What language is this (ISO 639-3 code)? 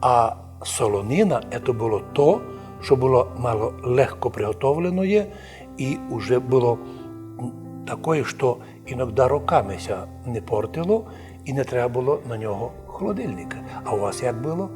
rue